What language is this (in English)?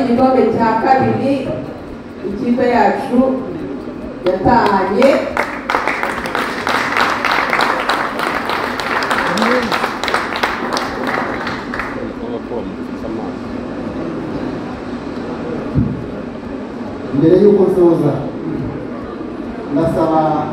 Kinyarwanda